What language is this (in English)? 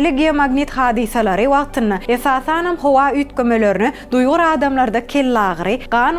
Turkmen